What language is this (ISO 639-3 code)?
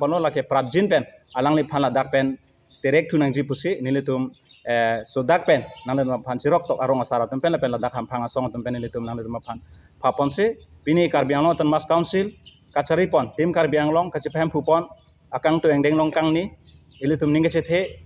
mjw